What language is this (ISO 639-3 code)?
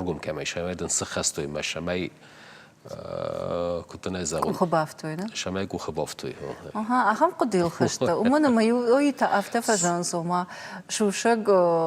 oss